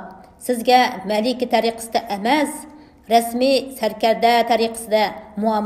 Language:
Uyghur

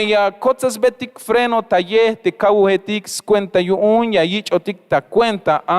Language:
Tzeltal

